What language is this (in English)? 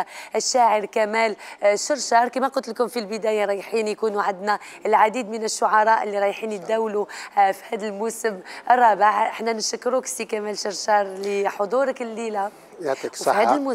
Algerian Arabic